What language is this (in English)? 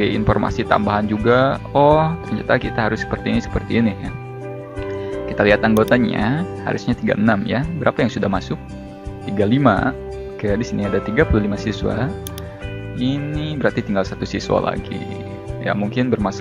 Indonesian